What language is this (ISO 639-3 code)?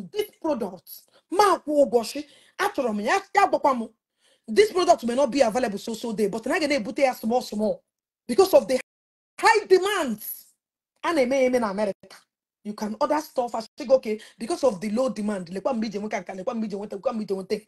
ibo